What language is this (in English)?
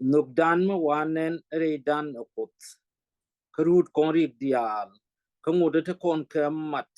Nuer